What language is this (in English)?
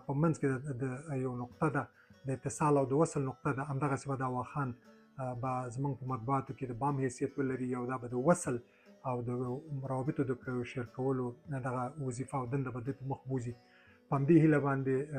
Pashto